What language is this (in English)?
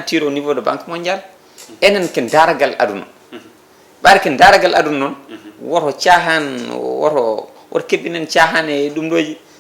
Fula